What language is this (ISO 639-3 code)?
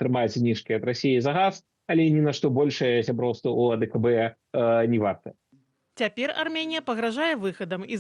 bel